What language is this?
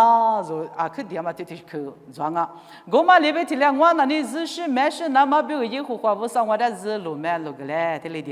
Lisu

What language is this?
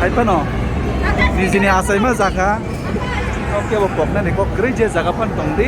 Kok Borok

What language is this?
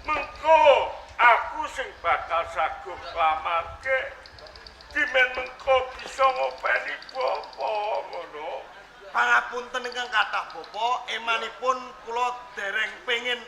Javanese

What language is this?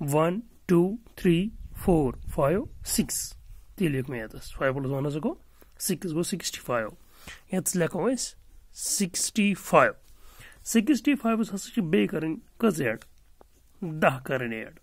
Kashmiri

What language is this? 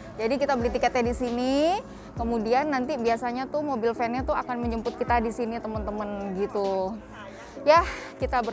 Indonesian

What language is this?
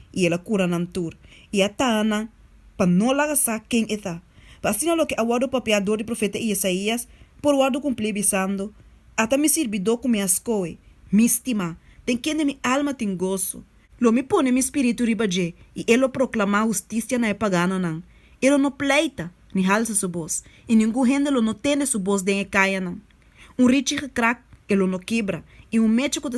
Papiamento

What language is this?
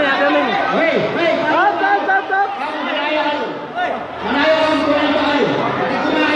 Pampanga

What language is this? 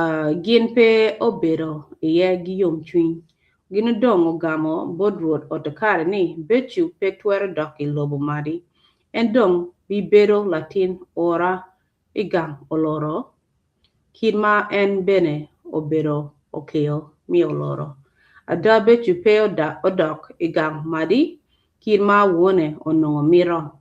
Acoli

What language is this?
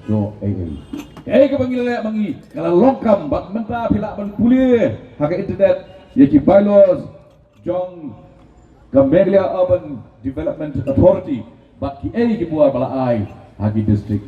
Khasi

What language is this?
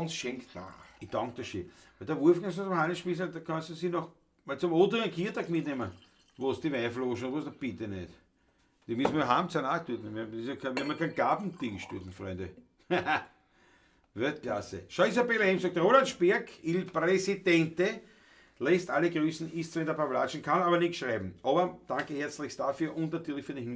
Bavarian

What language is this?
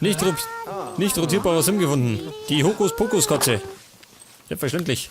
Bavarian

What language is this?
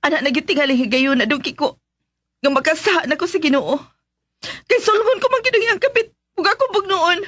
Cebuano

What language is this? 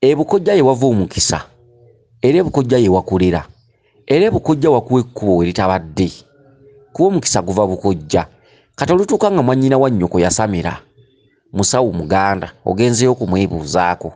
Ganda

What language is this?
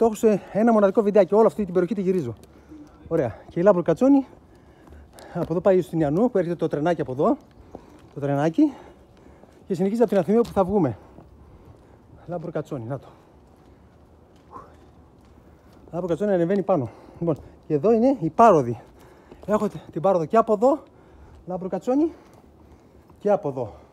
Greek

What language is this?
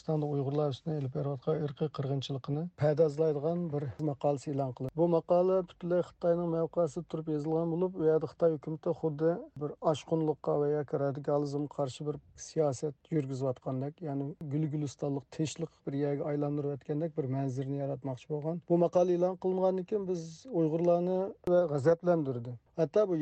Uyghur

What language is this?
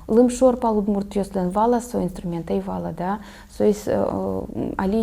Udmurt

